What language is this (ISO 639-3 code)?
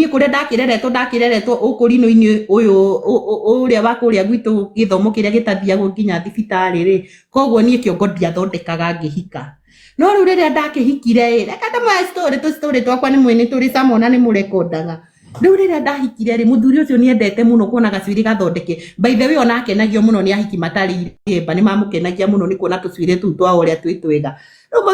kik